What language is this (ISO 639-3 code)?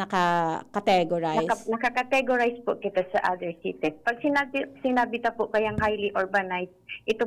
bik